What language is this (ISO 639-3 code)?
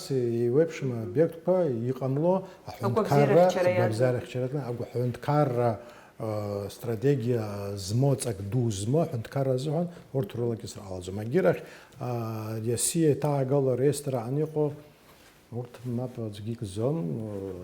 abk